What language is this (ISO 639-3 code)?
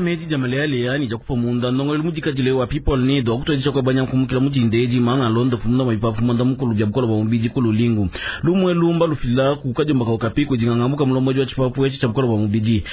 lua